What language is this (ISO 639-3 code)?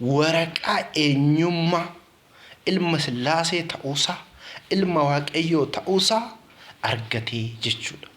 orm